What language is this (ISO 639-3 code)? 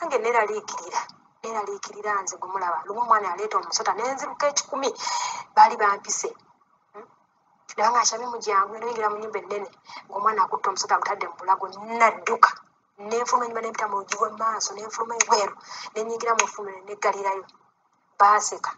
lug